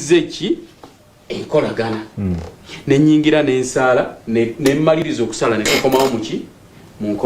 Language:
Ganda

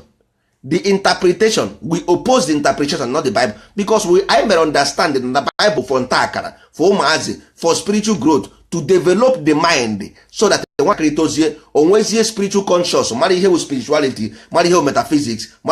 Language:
Igbo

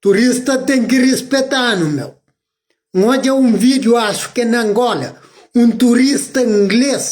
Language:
Kabuverdianu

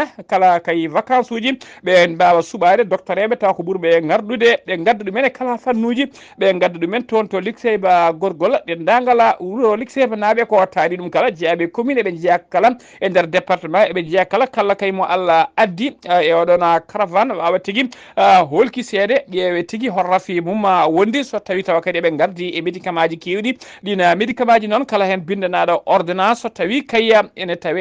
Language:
Fula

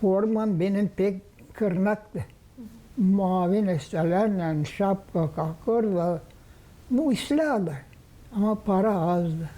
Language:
Gagauz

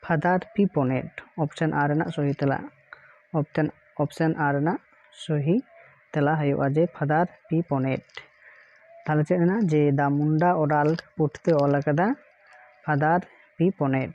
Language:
Santali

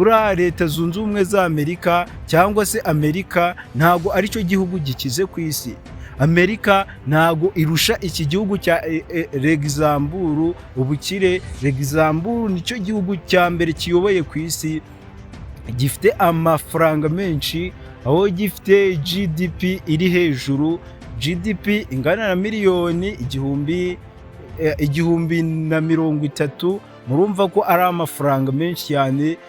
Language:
Kinyarwanda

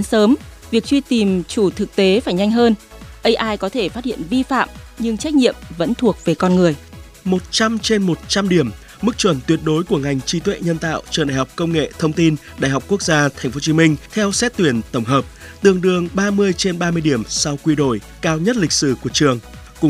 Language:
Vietnamese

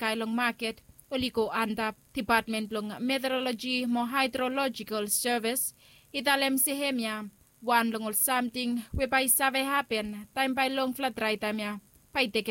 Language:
Bislama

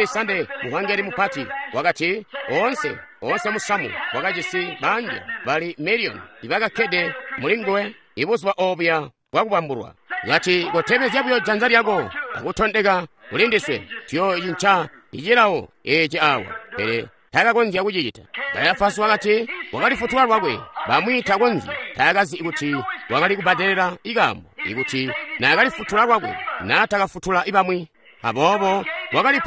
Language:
Tonga (Zambia)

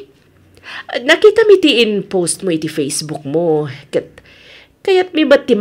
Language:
Iloko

